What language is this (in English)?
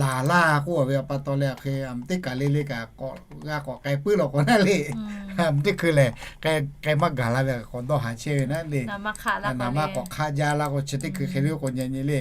Lahu